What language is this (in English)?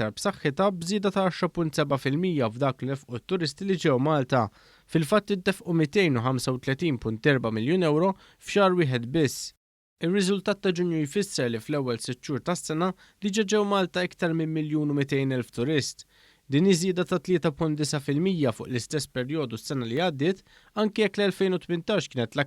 Maltese